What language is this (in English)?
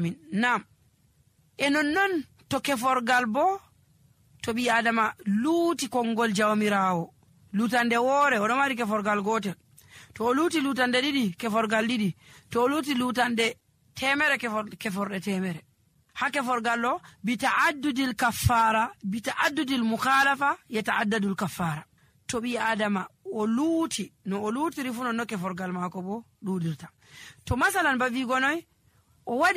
Nigerian Fulfulde